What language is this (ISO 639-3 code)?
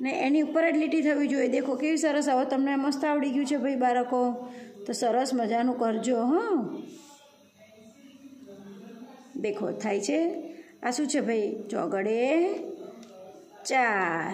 guj